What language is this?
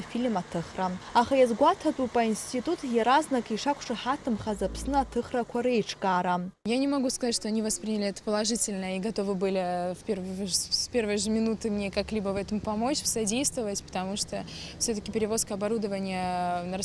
Abkhazian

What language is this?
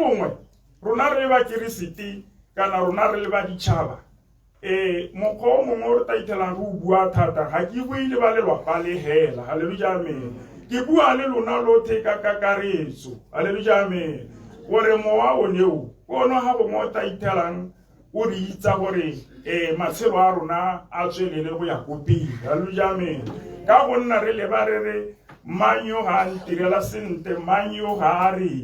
Tswana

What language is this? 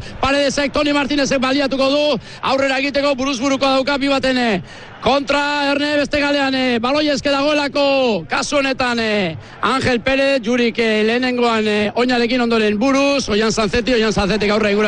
Basque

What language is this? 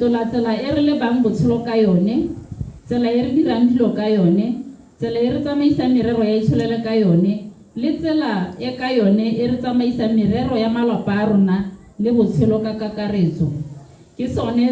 Tswana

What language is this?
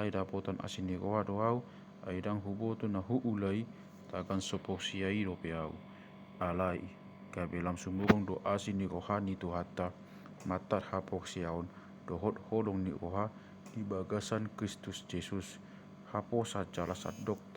Batak Toba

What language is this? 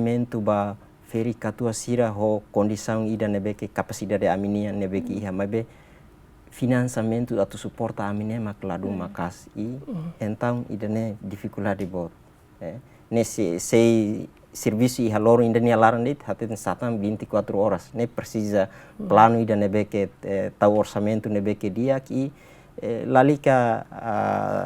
Tetum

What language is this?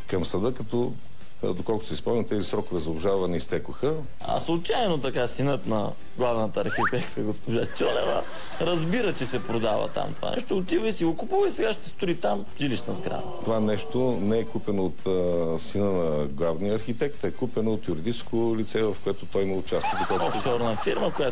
Bulgarian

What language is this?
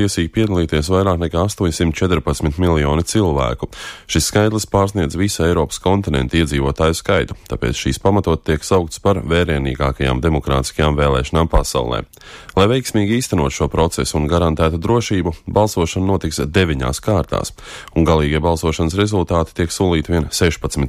Latvian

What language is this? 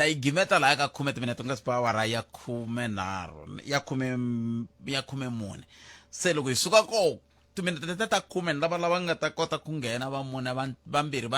Tsonga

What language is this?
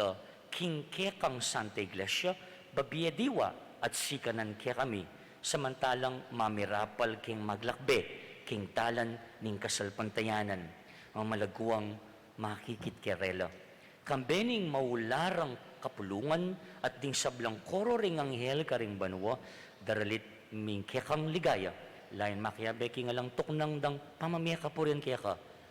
Pampanga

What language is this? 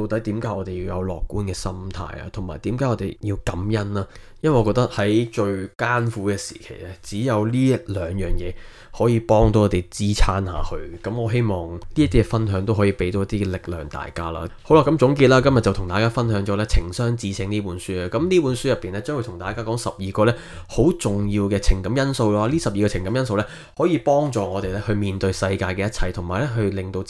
Cantonese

